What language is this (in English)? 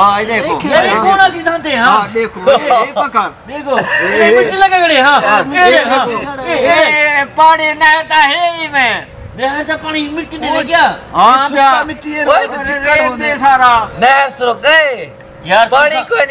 Saraiki